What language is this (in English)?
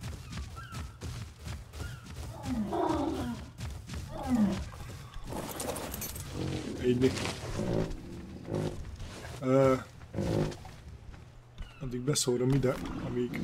Hungarian